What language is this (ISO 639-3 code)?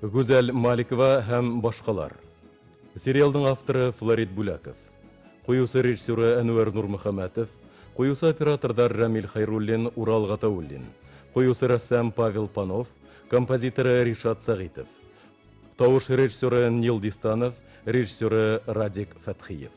bak